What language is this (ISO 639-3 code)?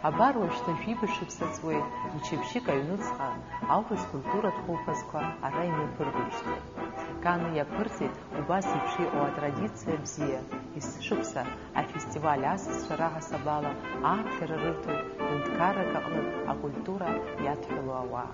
abk